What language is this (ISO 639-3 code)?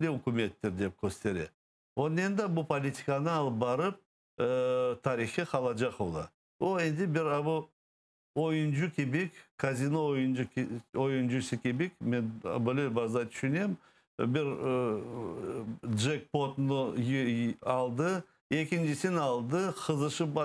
crh